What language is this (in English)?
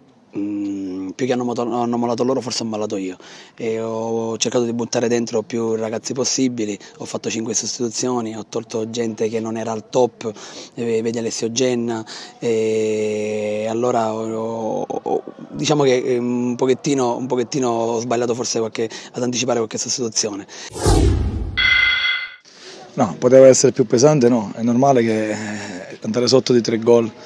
Italian